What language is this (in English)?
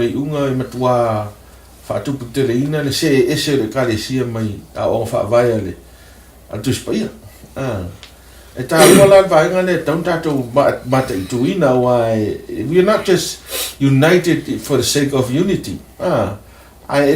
Samoan